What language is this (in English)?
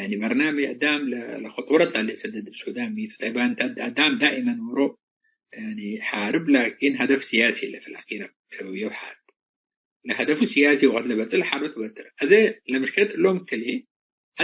Tigre